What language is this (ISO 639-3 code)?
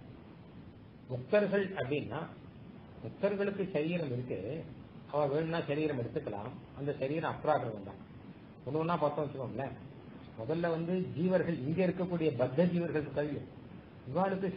tam